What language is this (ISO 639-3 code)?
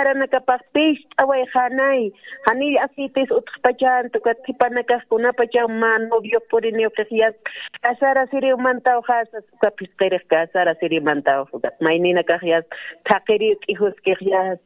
aym